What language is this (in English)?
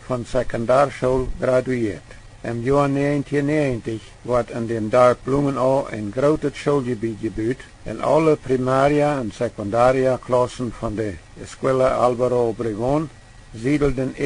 Plautdietsch